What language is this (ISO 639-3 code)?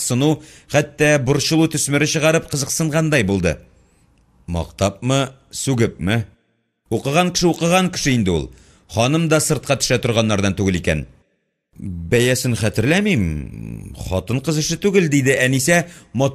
tat